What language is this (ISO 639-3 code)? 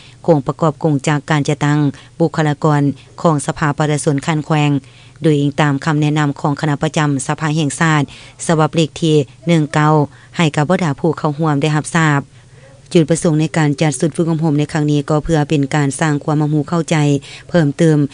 lao